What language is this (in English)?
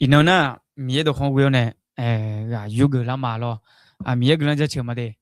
Akha